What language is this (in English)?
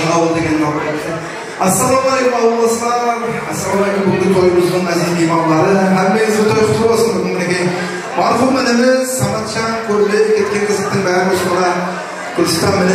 Kara-Kalpak